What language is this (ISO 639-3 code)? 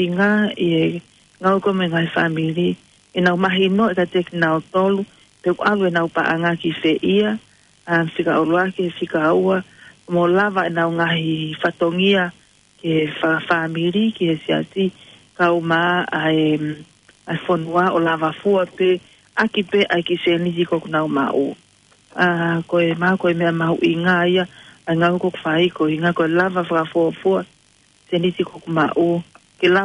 ton